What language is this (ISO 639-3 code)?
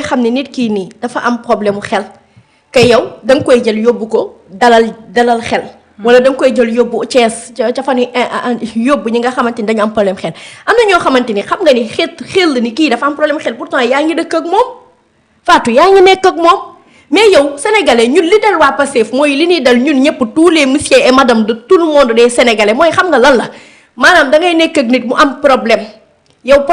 wol